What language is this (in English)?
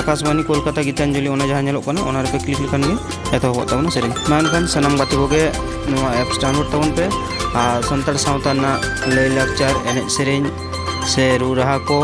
Santali